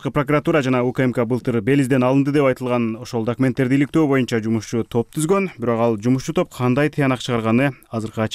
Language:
Kyrgyz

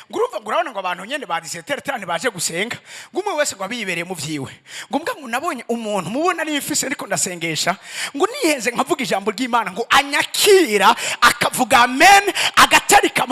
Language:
Rundi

